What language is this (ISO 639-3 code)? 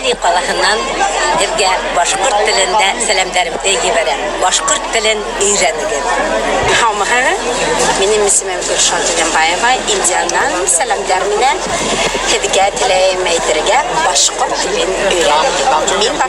bak